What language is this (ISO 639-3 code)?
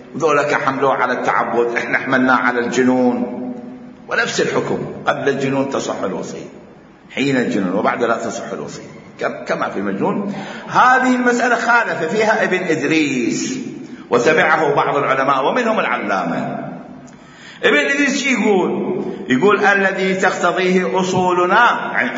acm